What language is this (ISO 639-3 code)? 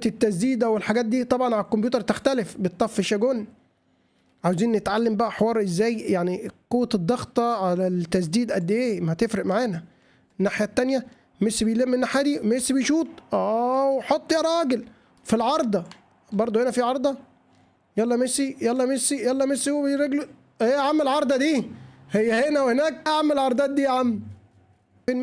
arz